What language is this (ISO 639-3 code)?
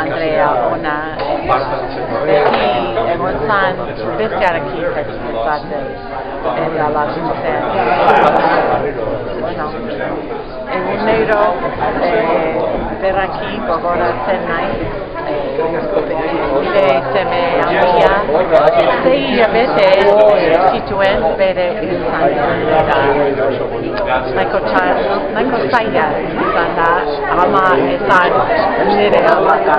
eus